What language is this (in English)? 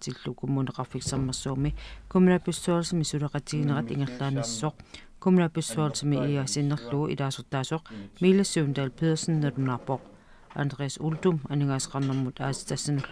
Kalaallisut